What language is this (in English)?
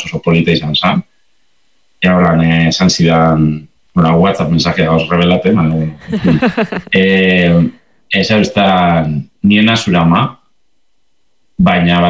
Basque